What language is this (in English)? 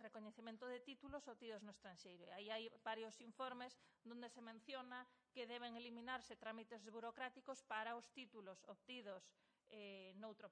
Galician